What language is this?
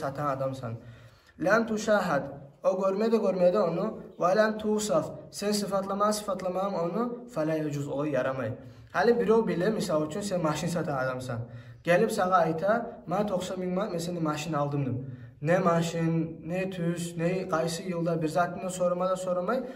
Kumyk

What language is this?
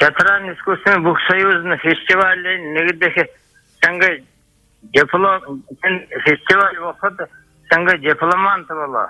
Buriat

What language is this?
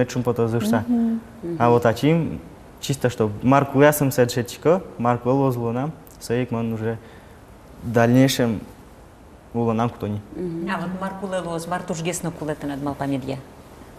Udmurt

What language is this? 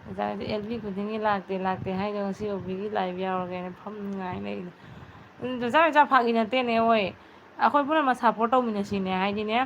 Manipuri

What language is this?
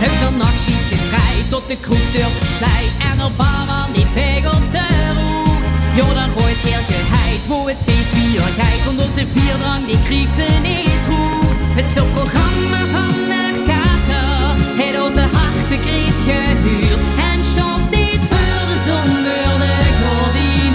Limburgish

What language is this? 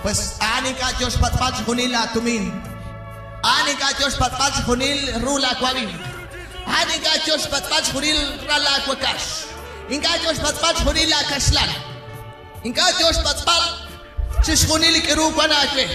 Kekchí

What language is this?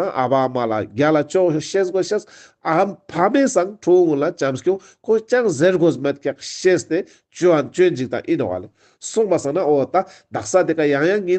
Ladakhi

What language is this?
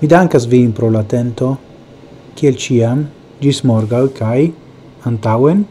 Esperanto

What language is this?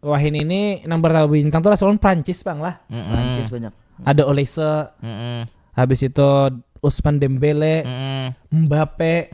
Banjar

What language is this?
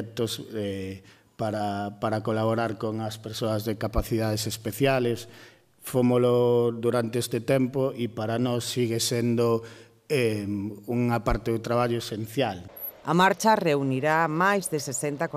Galician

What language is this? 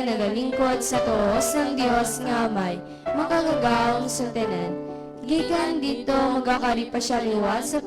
Hiligaynon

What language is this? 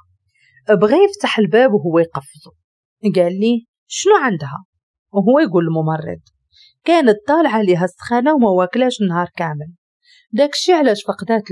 Moroccan Arabic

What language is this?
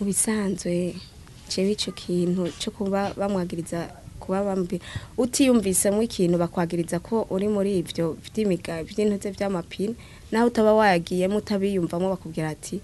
Rundi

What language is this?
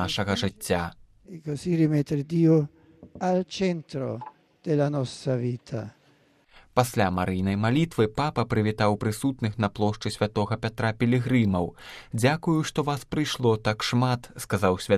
Belarusian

